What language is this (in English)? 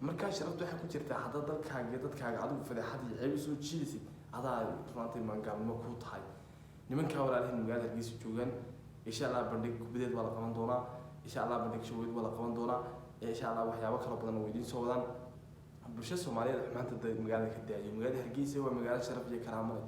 Somali